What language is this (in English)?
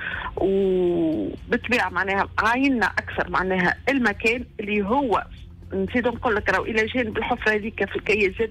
Tunisian Arabic